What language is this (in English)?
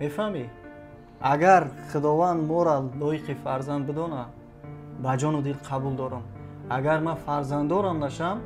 Tajik